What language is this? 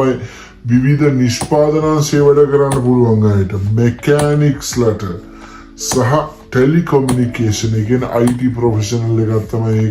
Sinhala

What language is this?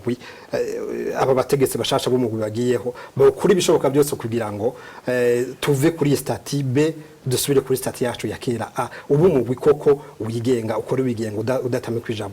Rundi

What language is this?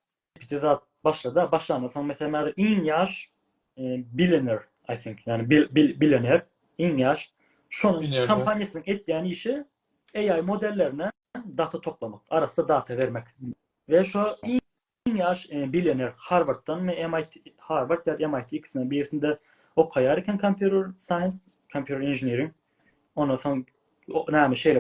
Turkmen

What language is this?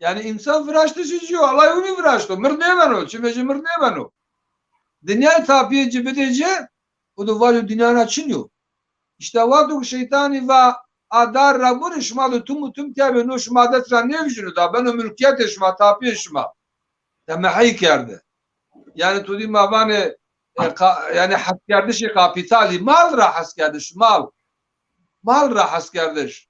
Zaza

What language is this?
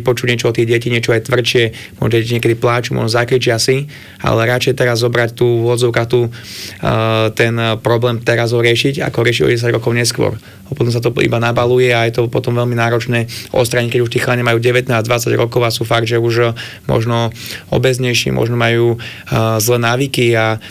Slovak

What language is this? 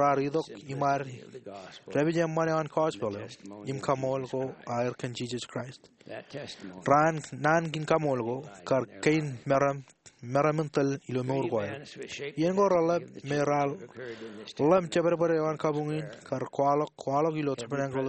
Marshallese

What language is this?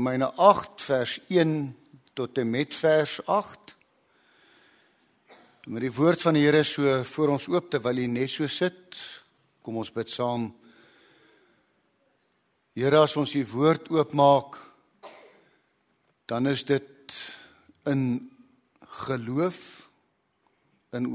Afrikaans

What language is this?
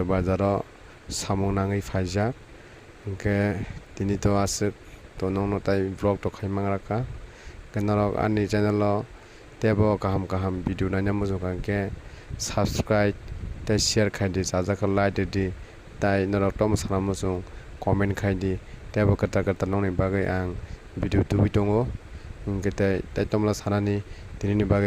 Kok Borok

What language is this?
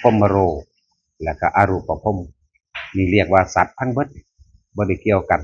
Northeastern Thai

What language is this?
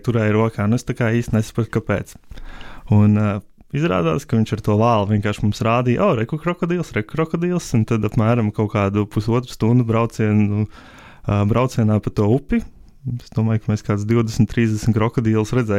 Latvian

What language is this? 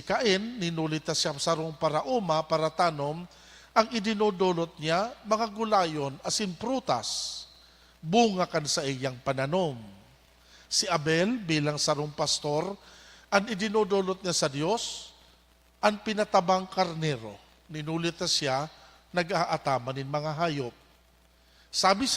Bikol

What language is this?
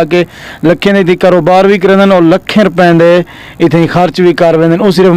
Saraiki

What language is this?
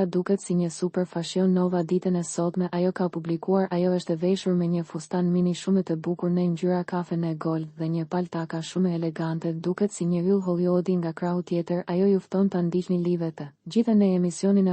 Albanian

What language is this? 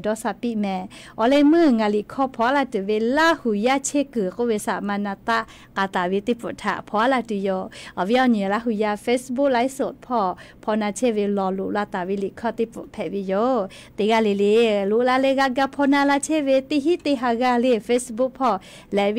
Lahu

